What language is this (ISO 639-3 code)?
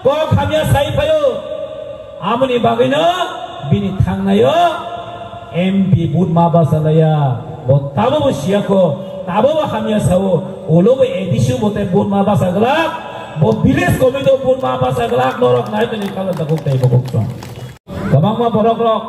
trp